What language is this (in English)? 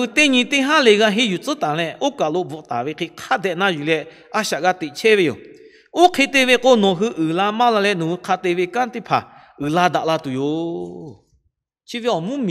Lahu